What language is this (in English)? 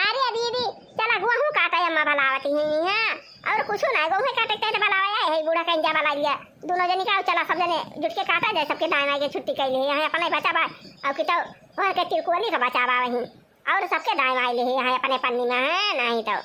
Awadhi